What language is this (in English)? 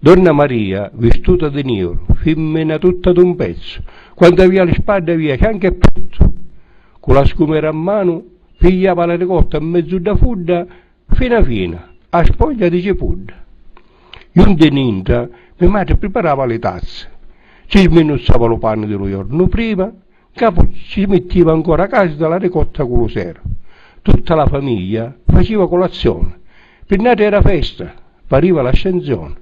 Sicilian